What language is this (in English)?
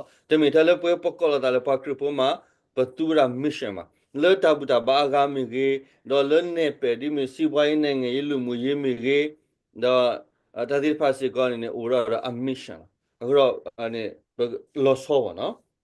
S'gaw Karen